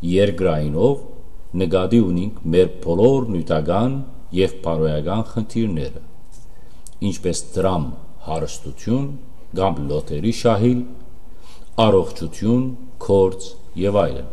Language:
Western Armenian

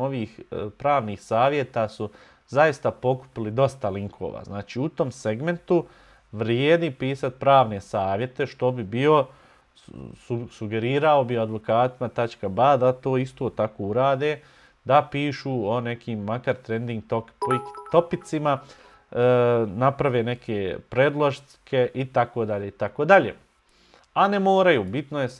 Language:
Bosnian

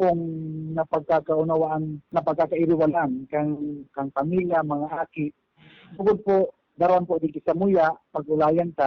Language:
Bikol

